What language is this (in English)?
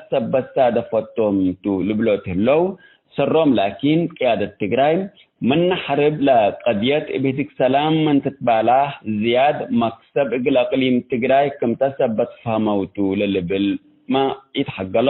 Tigre